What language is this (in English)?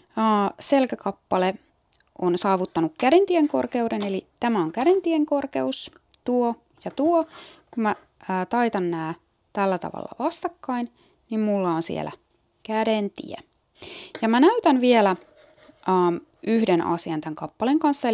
Finnish